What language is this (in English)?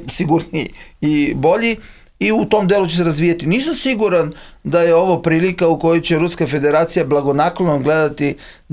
Serbian